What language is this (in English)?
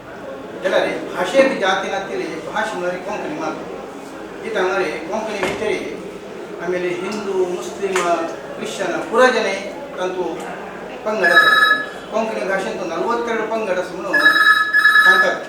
Konkani